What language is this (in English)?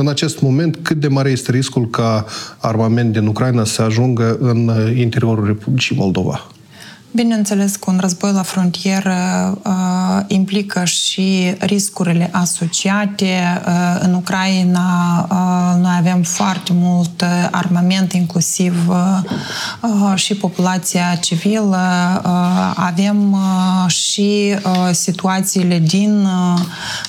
Romanian